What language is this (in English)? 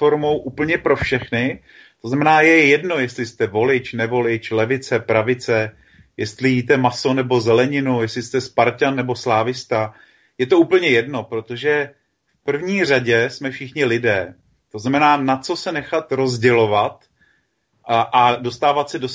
Czech